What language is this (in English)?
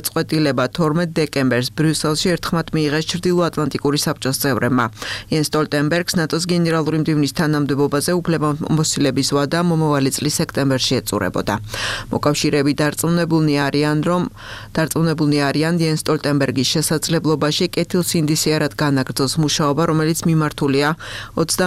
Georgian